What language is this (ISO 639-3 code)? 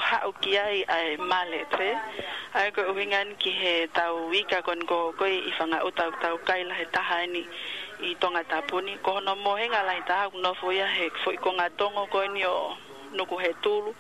ton